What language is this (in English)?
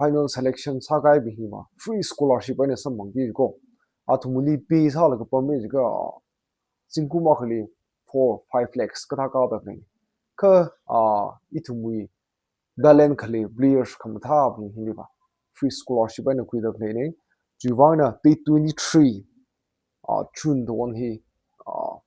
Tangkhul Naga (India)